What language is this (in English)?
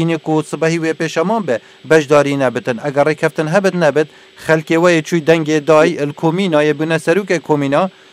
Kurdish